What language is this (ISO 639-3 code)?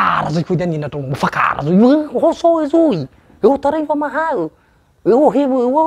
nia